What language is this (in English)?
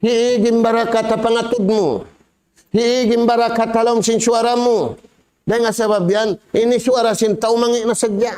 Tausug